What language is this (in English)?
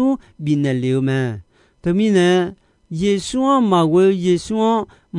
Akha